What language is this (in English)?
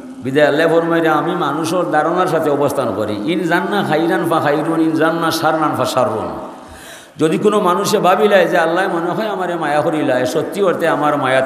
Sylheti